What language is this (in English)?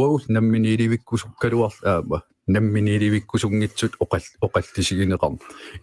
Kalaallisut